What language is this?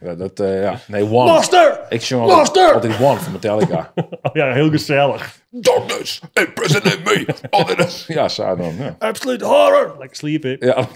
Western Frisian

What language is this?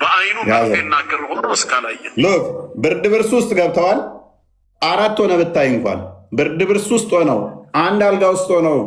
Amharic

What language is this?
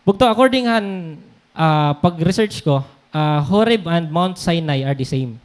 Waray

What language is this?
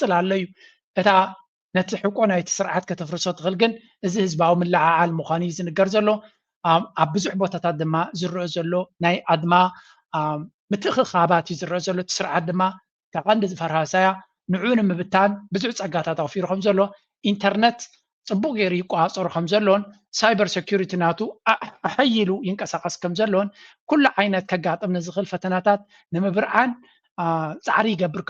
Tigrinya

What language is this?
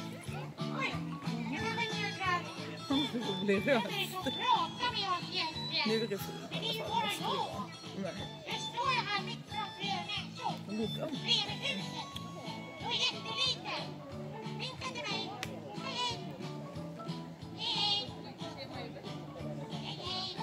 Swedish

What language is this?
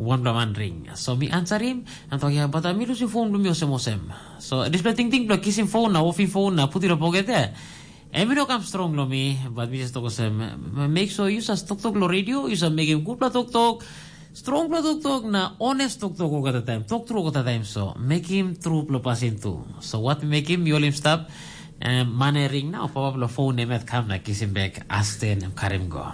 Tok Pisin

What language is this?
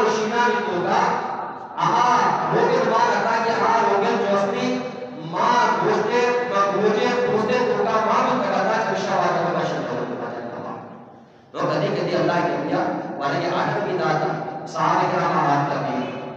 Eastern Balochi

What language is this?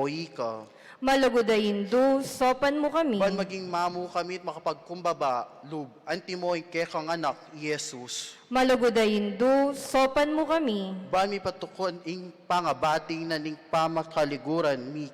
Pampanga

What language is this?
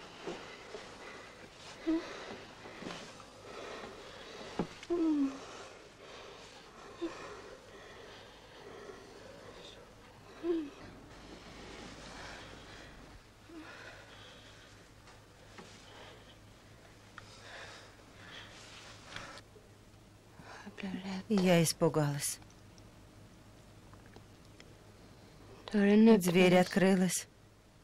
Russian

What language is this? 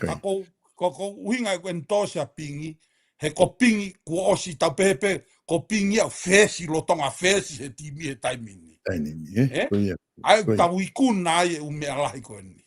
Tongan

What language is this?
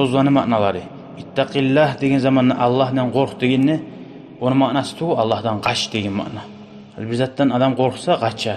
Kumyk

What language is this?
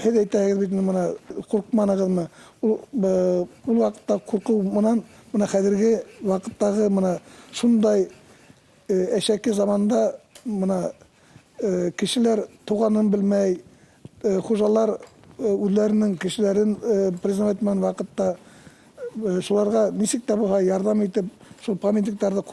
Bashkir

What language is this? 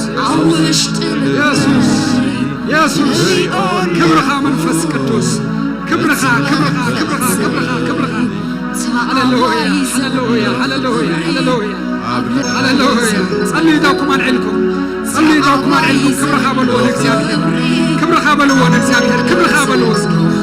Tigrinya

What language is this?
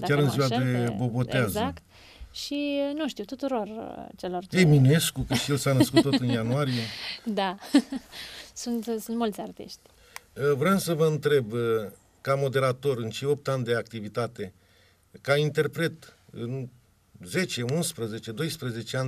Romanian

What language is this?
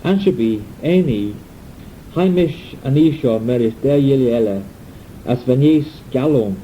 Manx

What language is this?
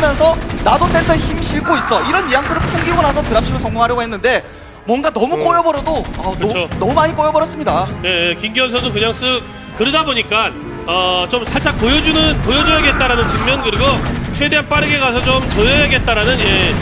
Korean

